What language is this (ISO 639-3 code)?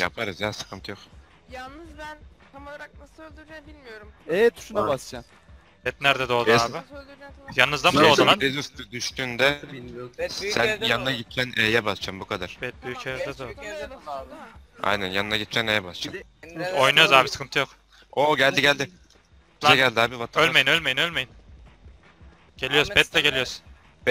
tur